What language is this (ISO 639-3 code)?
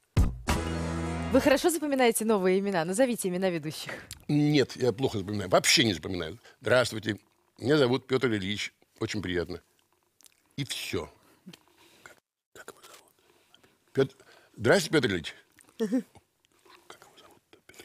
rus